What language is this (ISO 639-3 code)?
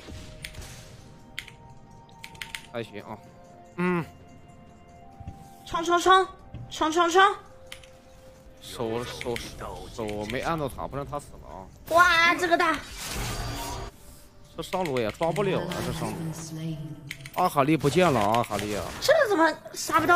zho